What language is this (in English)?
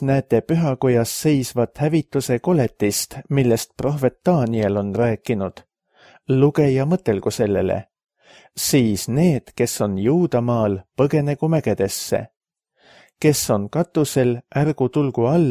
Estonian